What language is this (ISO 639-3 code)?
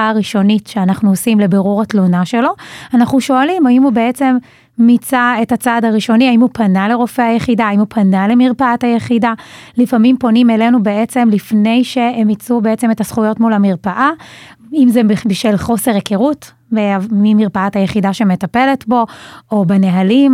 heb